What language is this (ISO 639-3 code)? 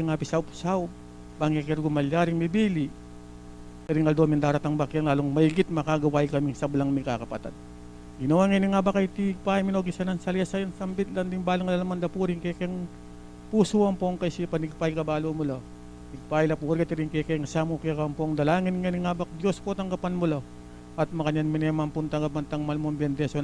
pam